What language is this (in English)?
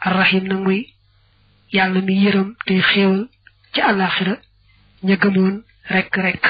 Wolof